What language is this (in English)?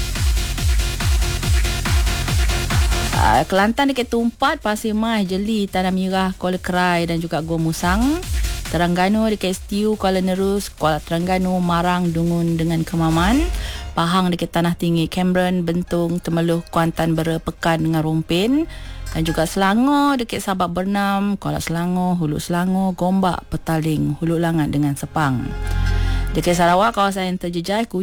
Malay